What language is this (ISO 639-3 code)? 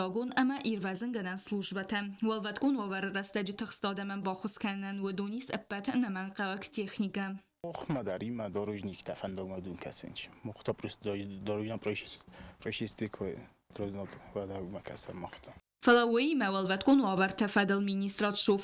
oss